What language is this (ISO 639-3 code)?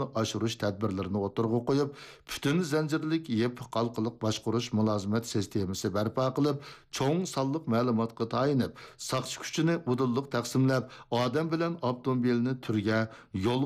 uig